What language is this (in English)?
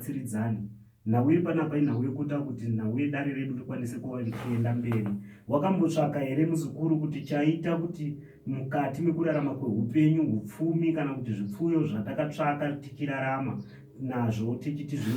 Shona